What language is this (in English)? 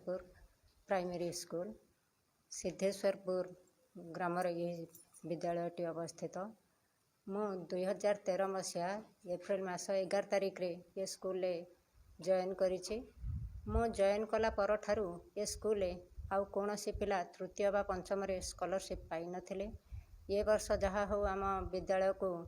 Odia